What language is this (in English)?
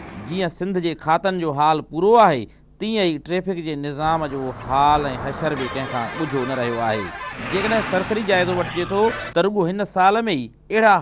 Sindhi